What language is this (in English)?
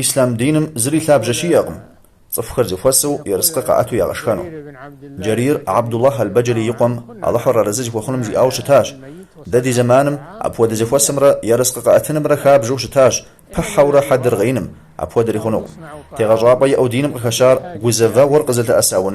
Kabardian